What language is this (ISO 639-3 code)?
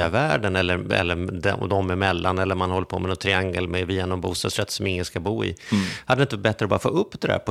swe